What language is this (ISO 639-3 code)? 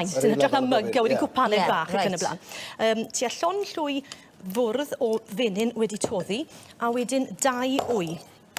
cym